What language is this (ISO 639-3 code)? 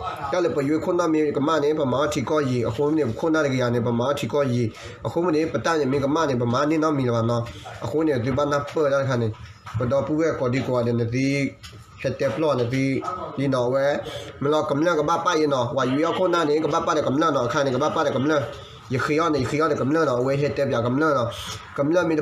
ksw